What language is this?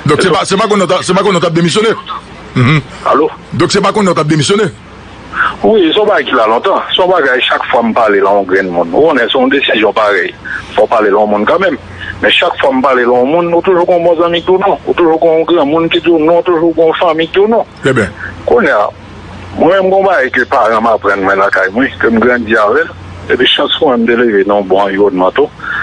Haitian Creole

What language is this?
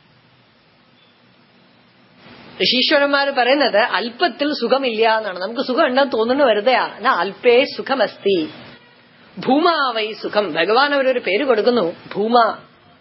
Malayalam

